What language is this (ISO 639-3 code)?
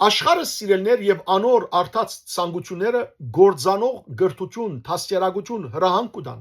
hyw